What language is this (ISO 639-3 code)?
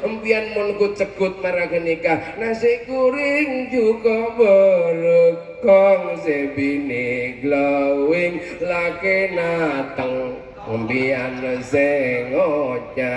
mad